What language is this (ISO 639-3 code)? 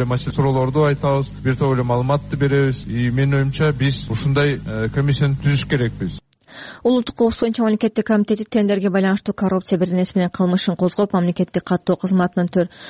kir